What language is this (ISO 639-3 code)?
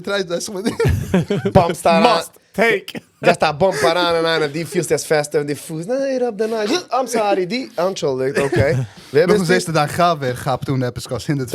yid